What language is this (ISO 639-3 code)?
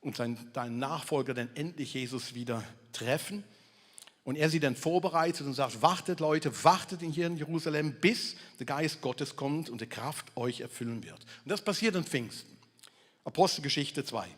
gsw